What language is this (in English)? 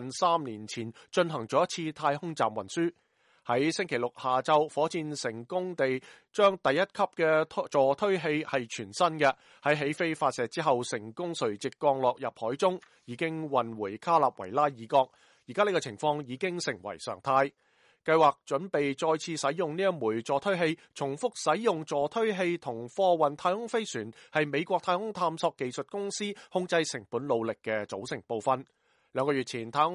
Cantonese